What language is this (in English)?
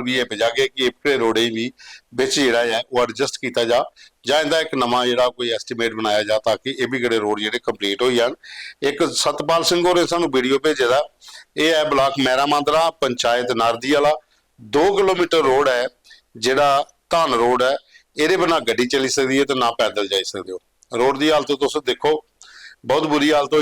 Dogri